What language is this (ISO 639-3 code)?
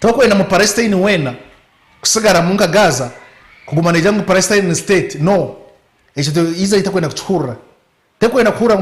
nyn